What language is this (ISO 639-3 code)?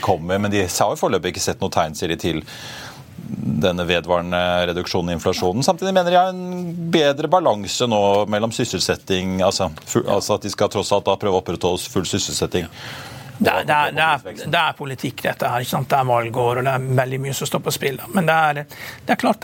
nor